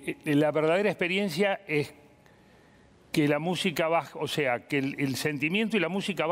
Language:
Spanish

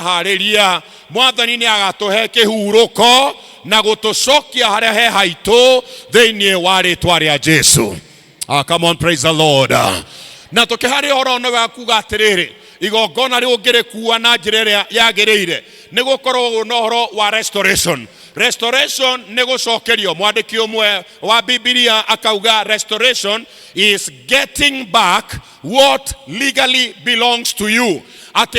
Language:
Kikuyu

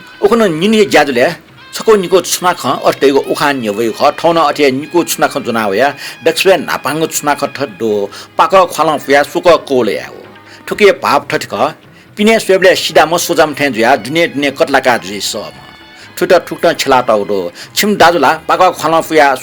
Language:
Newari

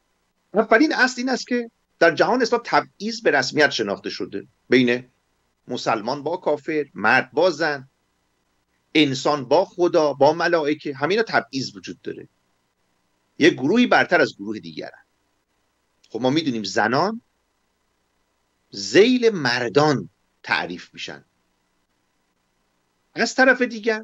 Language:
Persian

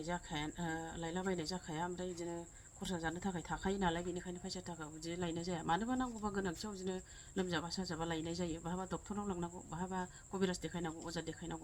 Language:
Bodo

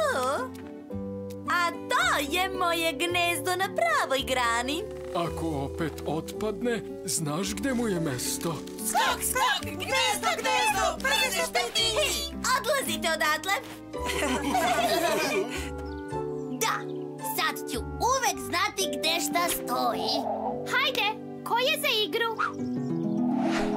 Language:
Serbian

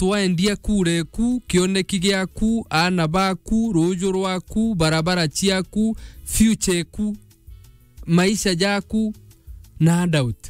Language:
Meru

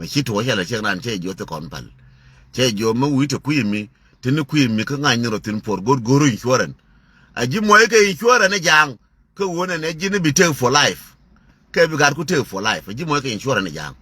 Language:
Nuer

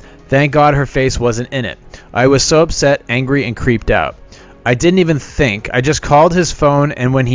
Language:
English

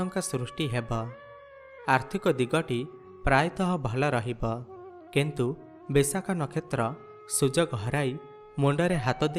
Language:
Odia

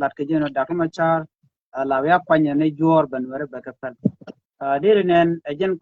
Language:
Nuer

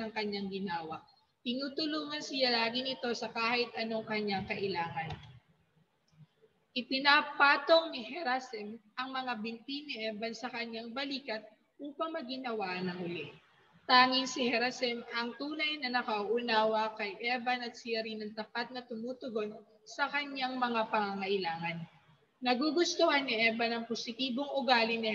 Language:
Filipino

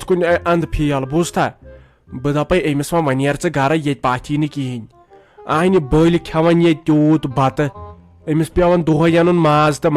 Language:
Kashmiri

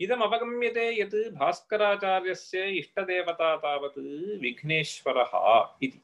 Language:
Sanskrit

